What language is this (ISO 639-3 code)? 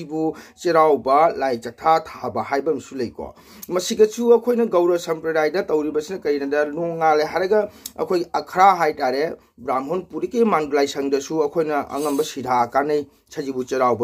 mni